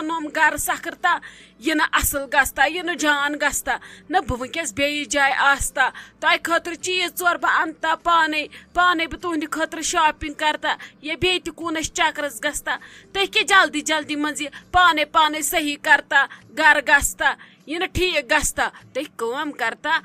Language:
Kashmiri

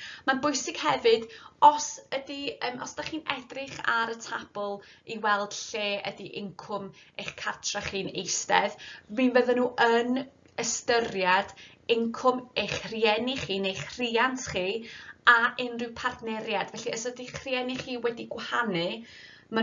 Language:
Welsh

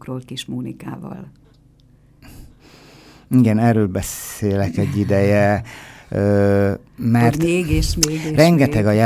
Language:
Hungarian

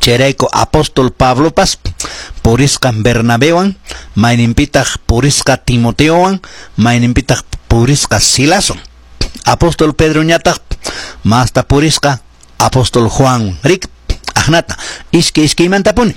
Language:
Quechua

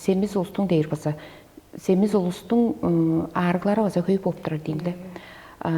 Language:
Tuvinian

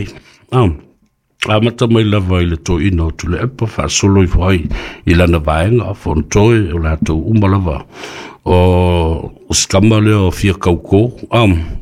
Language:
Samoan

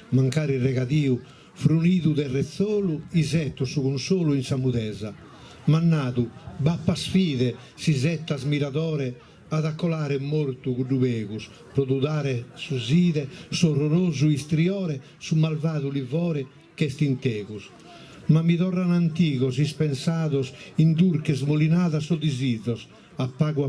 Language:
Sardinian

